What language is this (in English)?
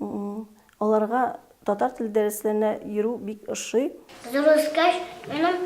Tatar